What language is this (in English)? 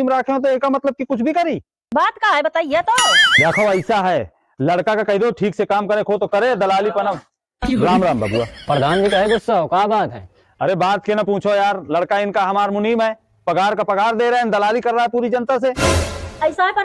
Awadhi